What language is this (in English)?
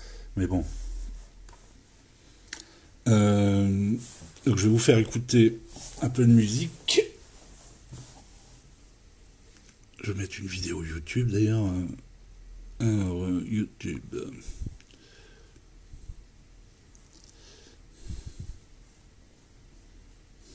French